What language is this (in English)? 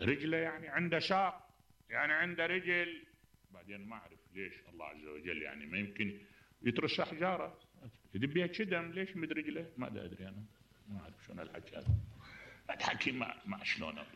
Mesopotamian Arabic